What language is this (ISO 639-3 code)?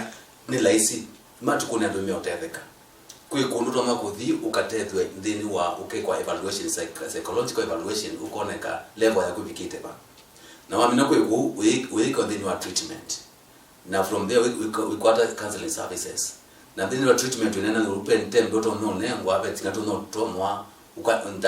kam